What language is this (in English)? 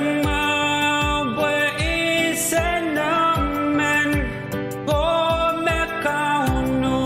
Pohnpeian